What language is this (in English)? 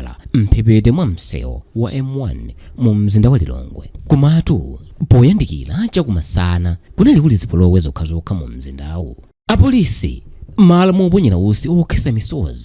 Nyanja